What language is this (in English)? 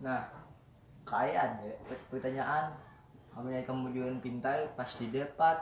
Banjar